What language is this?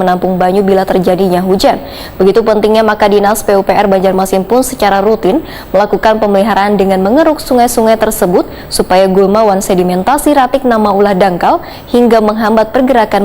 Banjar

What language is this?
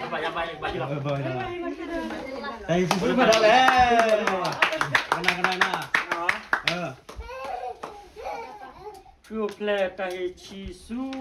S'gaw Karen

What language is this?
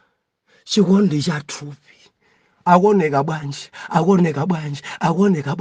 Nyanja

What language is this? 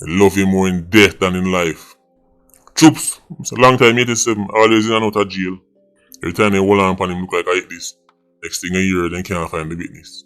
Jamaican Creole English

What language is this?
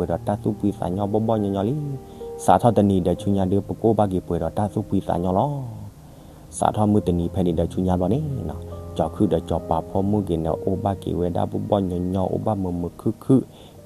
S'gaw Karen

